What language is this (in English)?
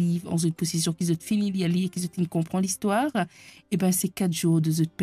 Morisyen